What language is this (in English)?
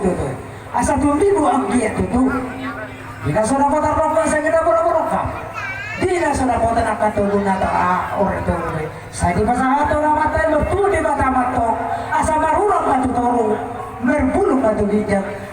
Batak Toba